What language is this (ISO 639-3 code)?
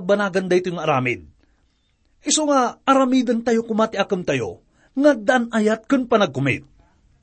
ilo